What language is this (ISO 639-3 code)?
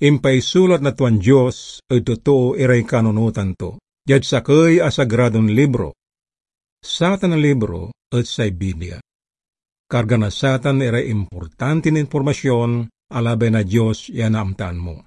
pag